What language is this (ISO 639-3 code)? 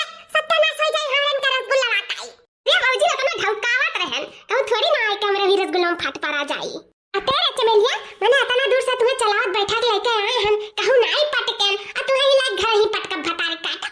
awa